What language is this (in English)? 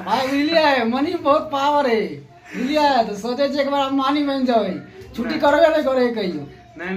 Maithili